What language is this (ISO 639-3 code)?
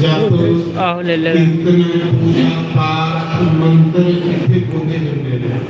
doi